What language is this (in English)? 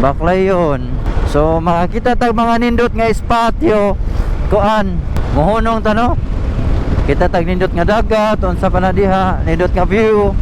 Cebuano